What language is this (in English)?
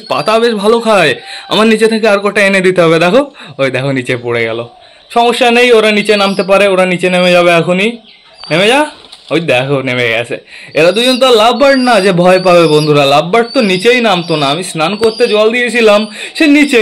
Bangla